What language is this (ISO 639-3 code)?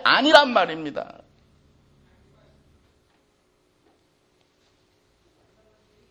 kor